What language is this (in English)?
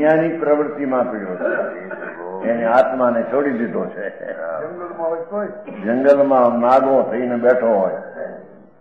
Gujarati